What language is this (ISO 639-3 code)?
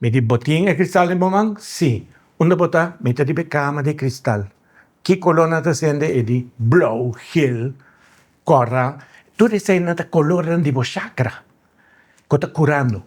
pap